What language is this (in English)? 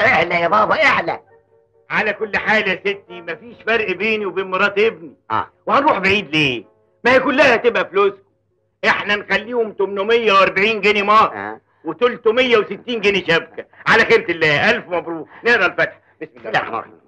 Egyptian Arabic